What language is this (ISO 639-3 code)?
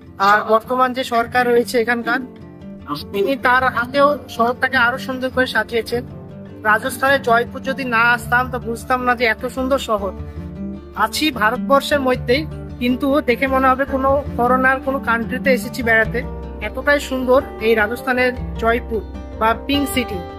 ben